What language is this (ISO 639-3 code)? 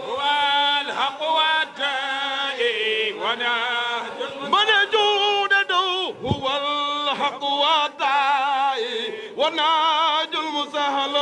ful